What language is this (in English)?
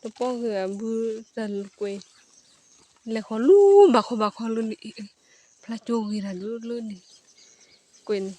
S'gaw Karen